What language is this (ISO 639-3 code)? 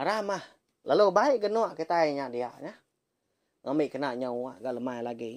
iba